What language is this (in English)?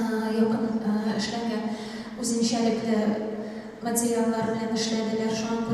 Tatar